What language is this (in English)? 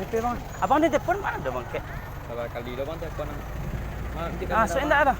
Minangkabau